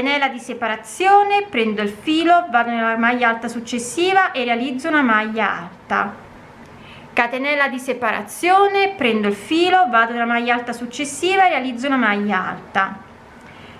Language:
Italian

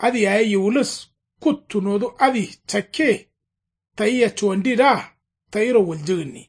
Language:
Kanuri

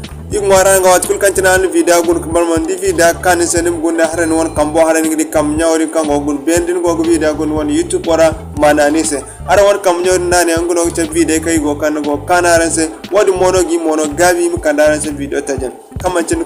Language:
Zarma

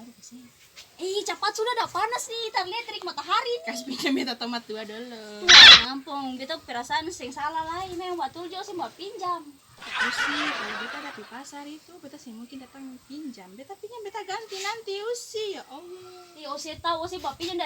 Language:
Ambonese Malay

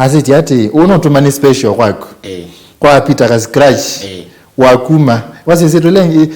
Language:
Kamba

